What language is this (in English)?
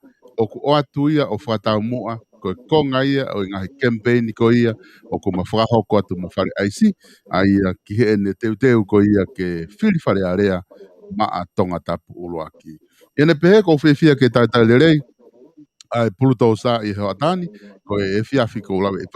Tongan